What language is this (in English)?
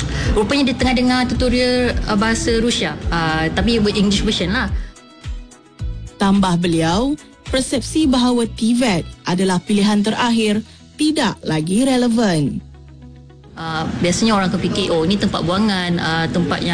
Malay